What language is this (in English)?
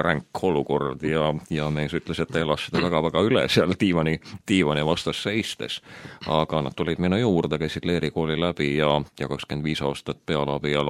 Estonian